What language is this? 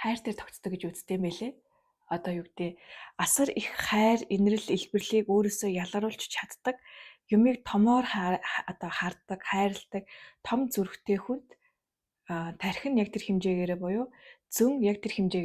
Mongolian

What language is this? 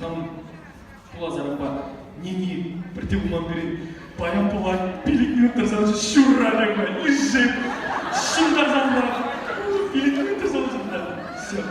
Chuvash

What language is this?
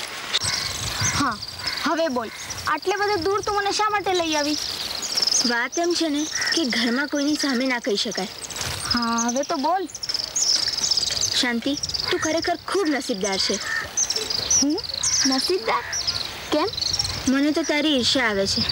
Gujarati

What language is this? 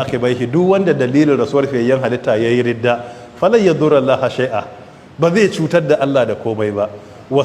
Hausa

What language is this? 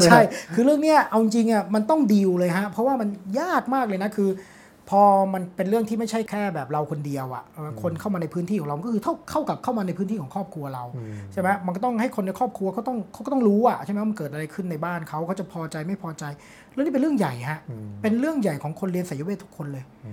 Thai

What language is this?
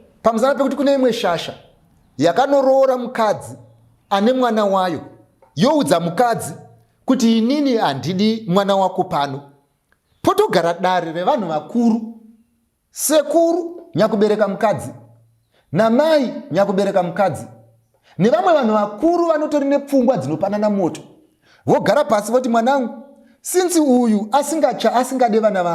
Shona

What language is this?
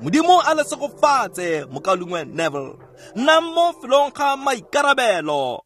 Tswana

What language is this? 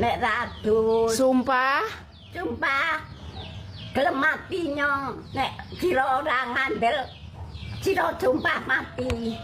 Javanese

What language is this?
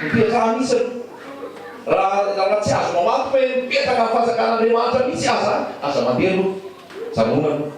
Malagasy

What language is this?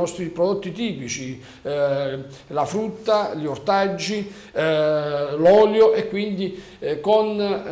Italian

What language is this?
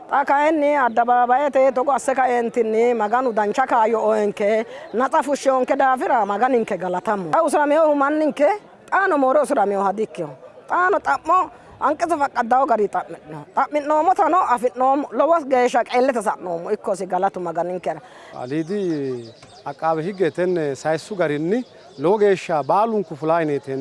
Sidamo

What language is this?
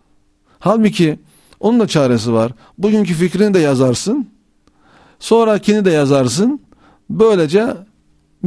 Turkish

